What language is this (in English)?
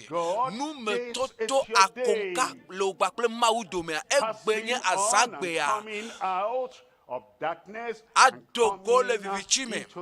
Ewe